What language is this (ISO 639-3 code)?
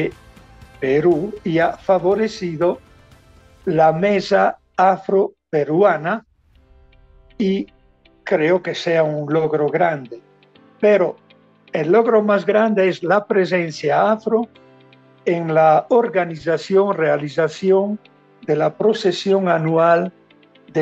spa